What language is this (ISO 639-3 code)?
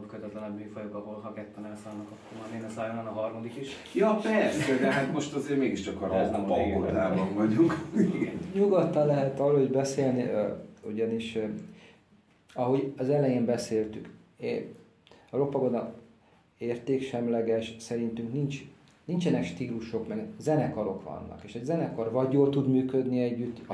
hun